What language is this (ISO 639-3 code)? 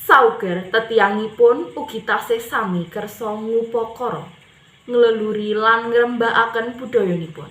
jav